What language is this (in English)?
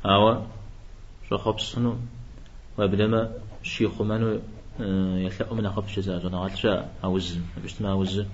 Kabardian